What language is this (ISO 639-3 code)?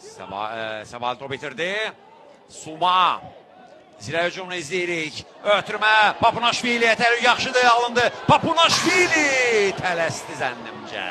aze